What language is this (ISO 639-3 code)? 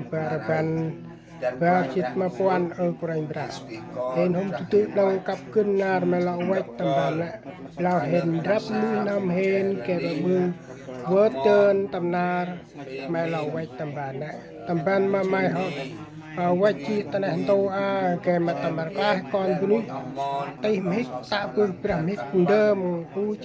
cmo